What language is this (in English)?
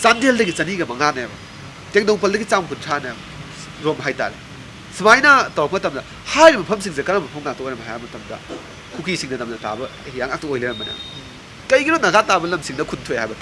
Manipuri